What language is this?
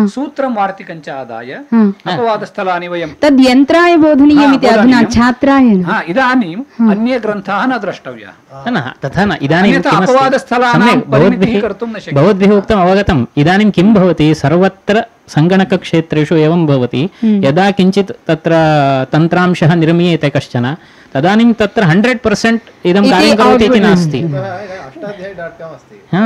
Sanskrit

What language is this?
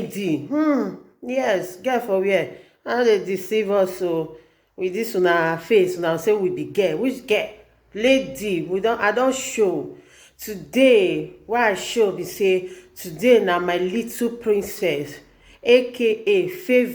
Nigerian Pidgin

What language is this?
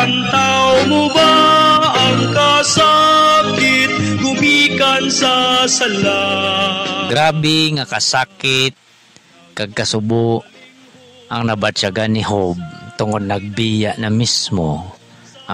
Hiligaynon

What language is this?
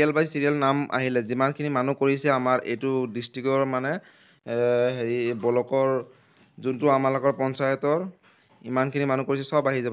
Assamese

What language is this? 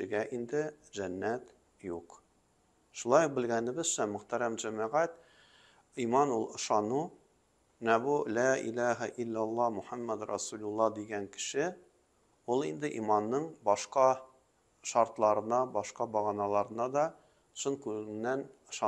Tatar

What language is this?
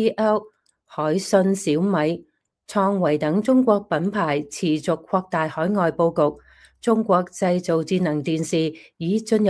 Cantonese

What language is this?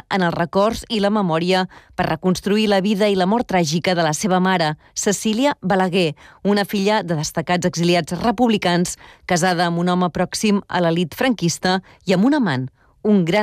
Catalan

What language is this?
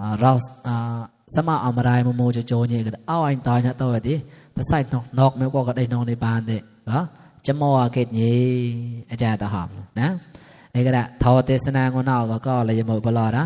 Mon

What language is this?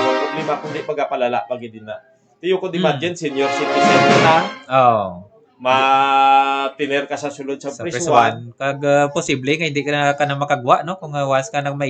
Hiligaynon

